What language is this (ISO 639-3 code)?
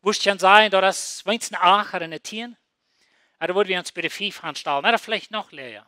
pdt